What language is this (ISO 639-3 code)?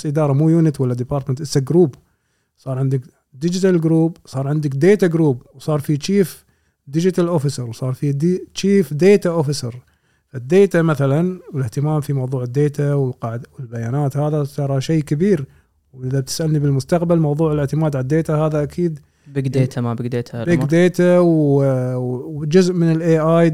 afb